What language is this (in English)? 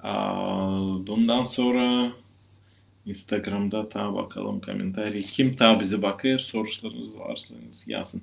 Gagauz